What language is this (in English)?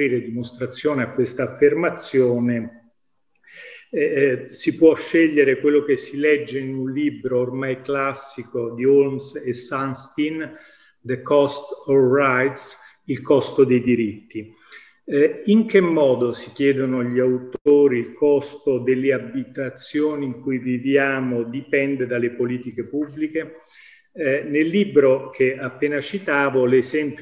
Italian